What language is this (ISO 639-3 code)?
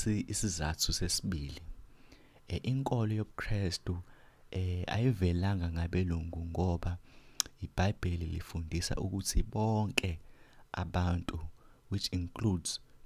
zul